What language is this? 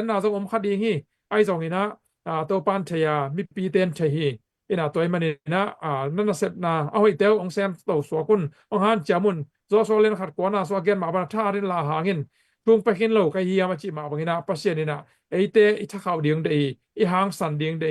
Tedim Chin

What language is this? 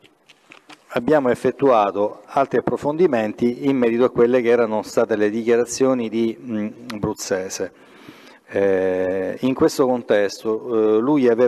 Italian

